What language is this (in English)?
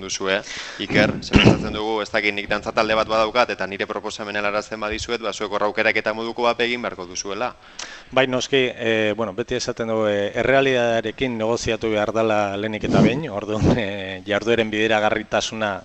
Basque